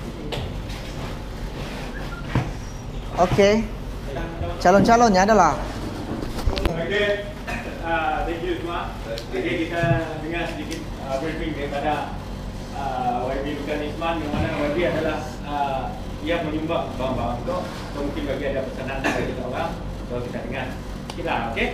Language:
Malay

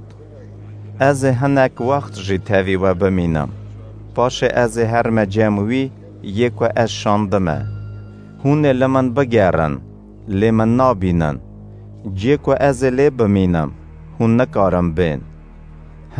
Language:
Kurdish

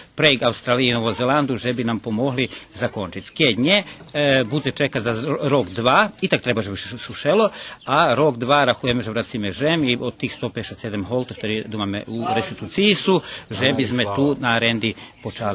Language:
Rusyn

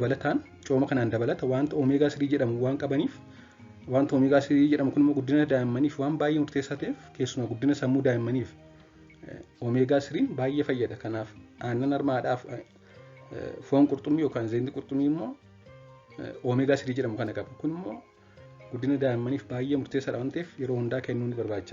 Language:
Oromo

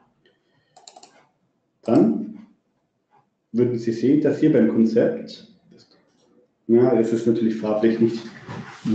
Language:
German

